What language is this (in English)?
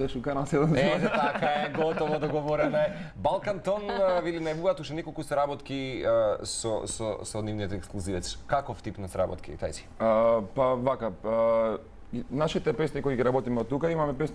Macedonian